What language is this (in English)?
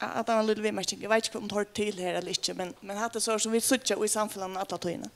Faroese